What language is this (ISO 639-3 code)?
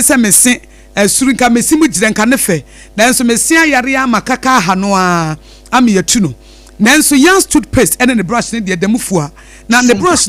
aka